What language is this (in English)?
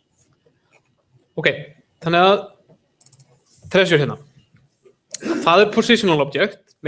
Icelandic